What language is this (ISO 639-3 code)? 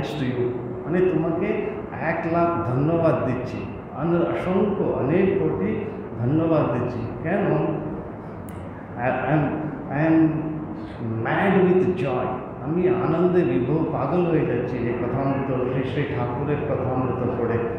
ben